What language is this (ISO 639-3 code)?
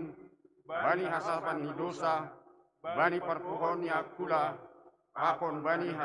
bts